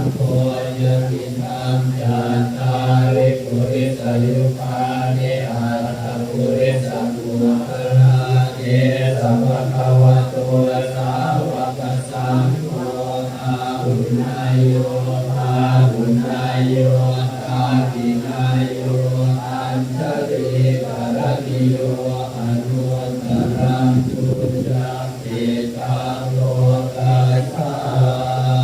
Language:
Pali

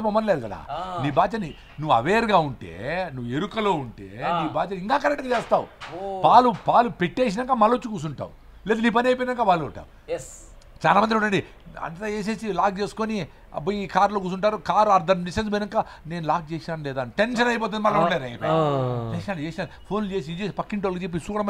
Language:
Telugu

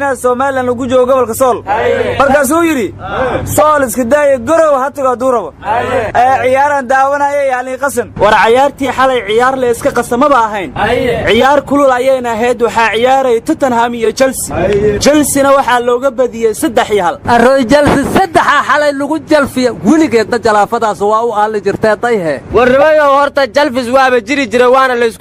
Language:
Somali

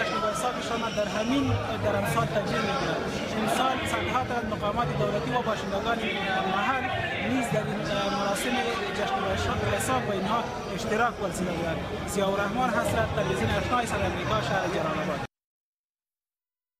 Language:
Persian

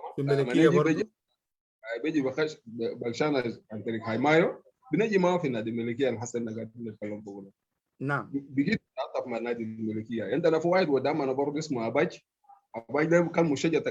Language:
Sudanese Arabic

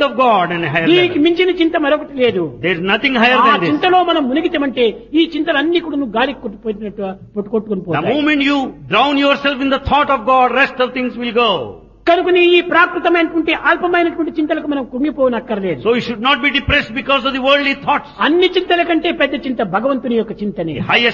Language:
Telugu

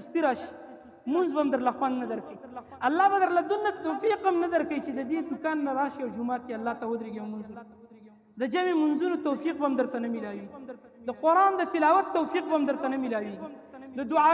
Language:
Pashto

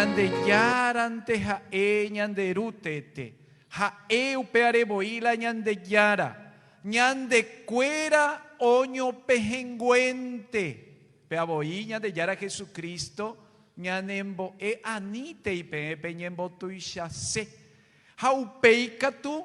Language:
Guarani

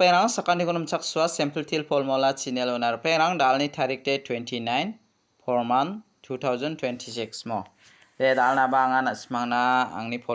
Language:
Garo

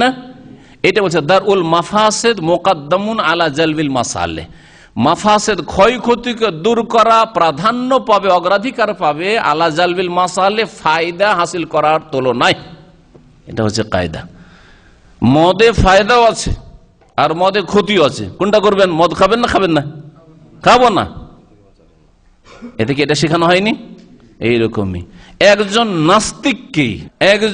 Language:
Bangla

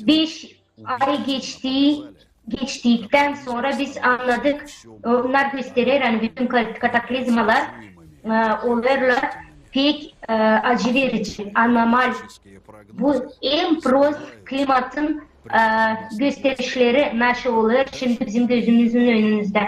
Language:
Gagauz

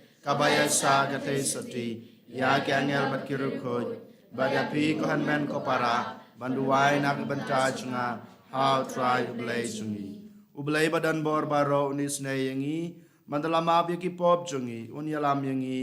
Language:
Khasi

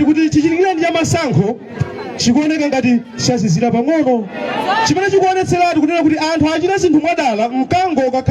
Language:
Nyanja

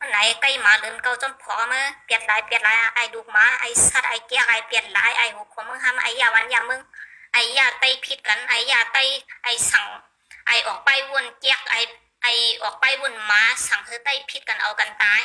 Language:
Shan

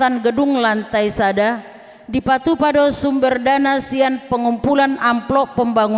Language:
Batak Toba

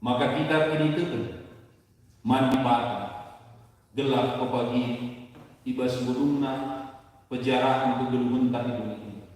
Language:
Batak Karo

